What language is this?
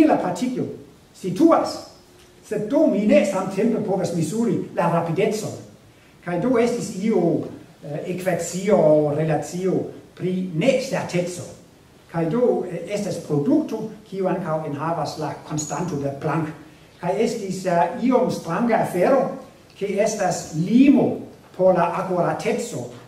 Esperanto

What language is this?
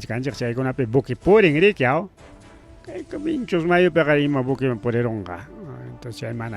Ayacucho Quechua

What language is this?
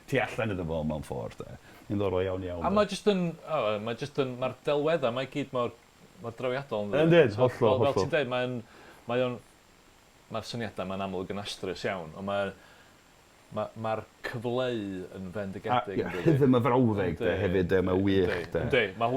Welsh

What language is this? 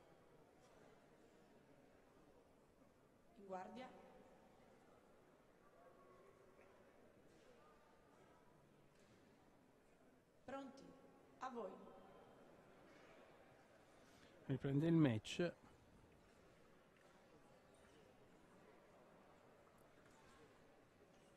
Italian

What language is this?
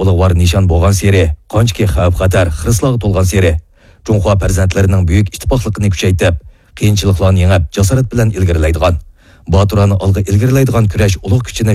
Uyghur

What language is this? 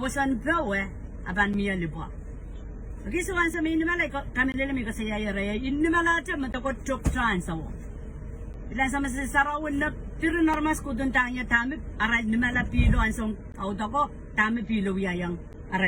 Pohnpeian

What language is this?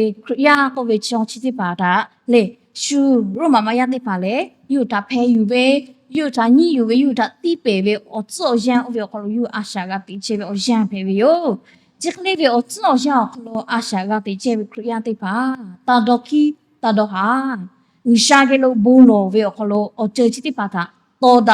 Lahu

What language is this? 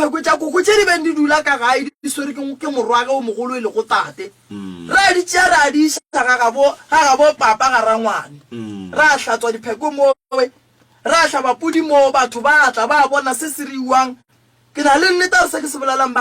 Northern Sotho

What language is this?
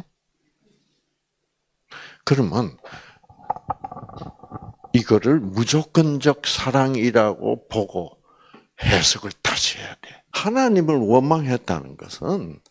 Korean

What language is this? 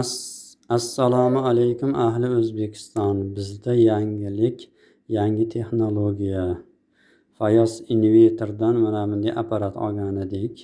Uzbek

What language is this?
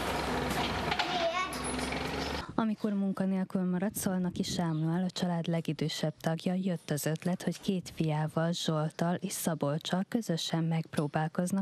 Hungarian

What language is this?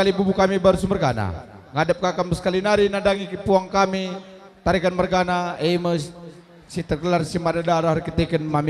Batak Karo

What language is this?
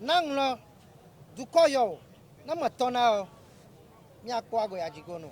Ewe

